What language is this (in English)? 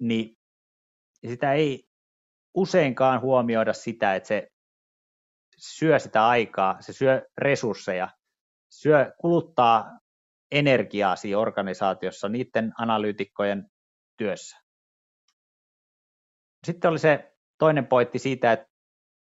Finnish